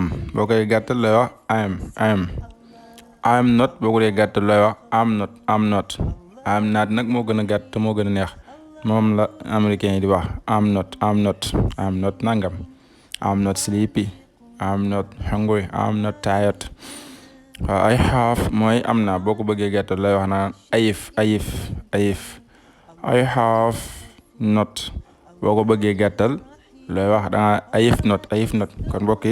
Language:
Wolof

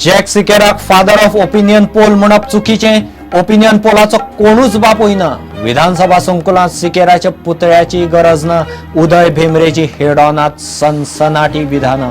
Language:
Konkani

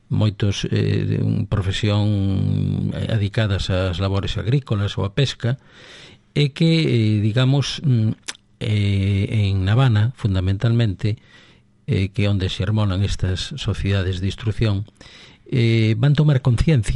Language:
Galician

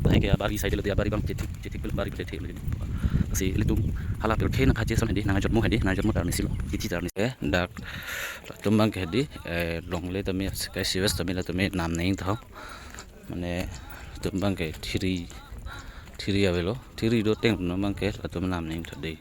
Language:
Karbi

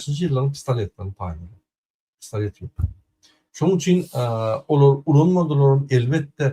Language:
Turkmen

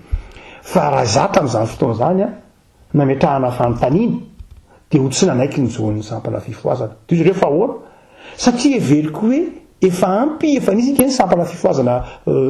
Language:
Malagasy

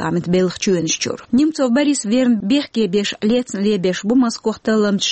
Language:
Chechen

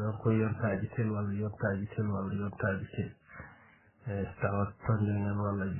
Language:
Fula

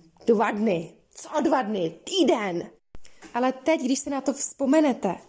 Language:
Czech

